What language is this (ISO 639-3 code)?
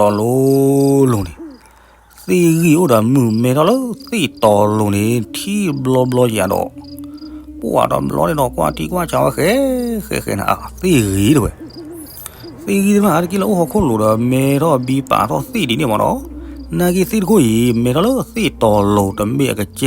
ksw